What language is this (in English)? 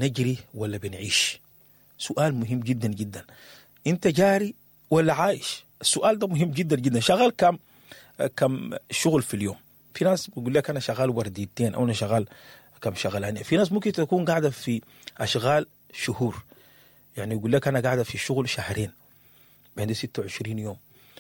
Sudanese Arabic